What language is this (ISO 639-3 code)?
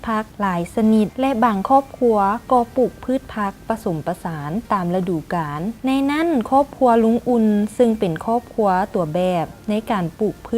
lao